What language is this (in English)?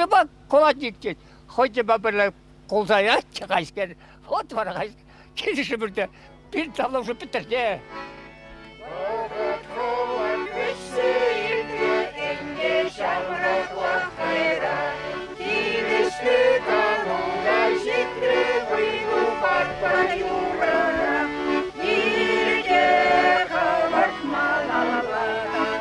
Chuvash